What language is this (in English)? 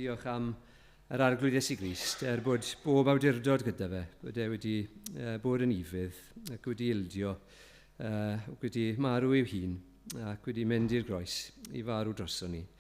Welsh